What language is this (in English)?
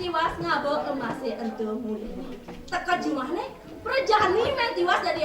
Balinese